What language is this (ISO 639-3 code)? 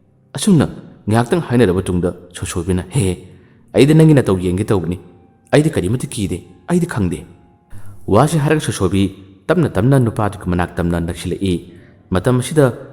mni